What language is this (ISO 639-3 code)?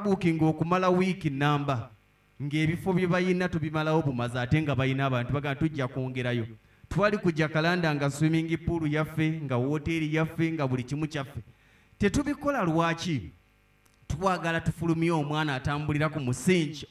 lug